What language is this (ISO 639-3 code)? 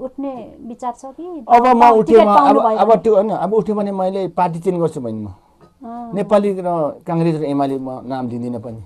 nep